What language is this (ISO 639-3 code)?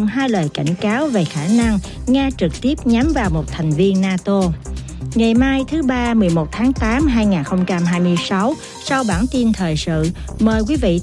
vie